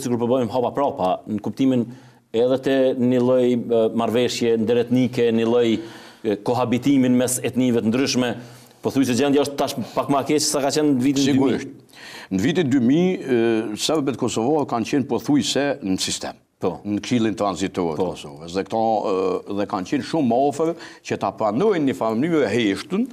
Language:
Albanian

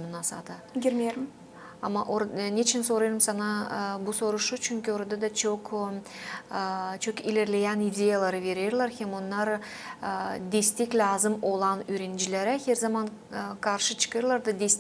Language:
Gagauz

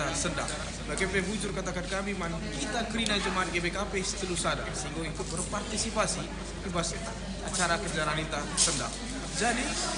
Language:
Batak Karo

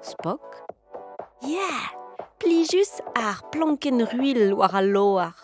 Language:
Breton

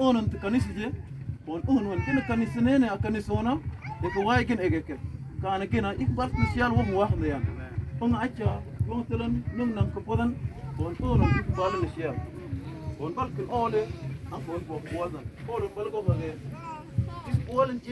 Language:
Mabaan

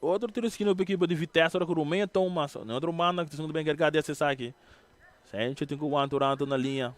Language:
Papiamento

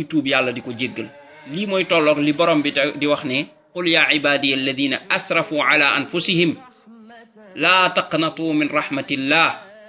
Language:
Wolof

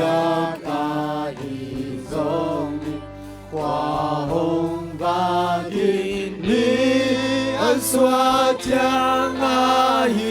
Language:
Tedim Chin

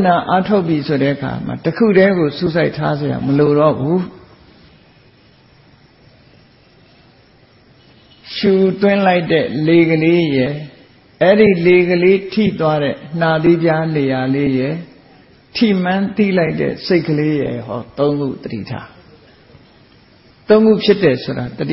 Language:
Burmese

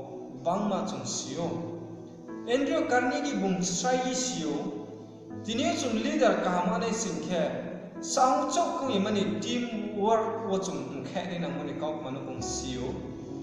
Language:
Riang (India)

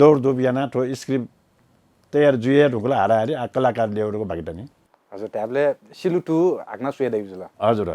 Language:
Newari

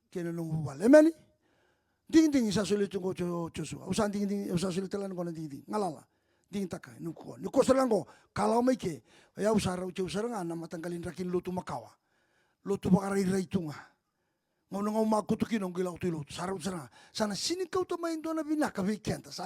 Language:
Fijian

